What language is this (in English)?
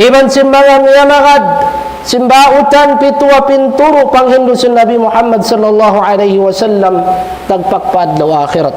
Tausug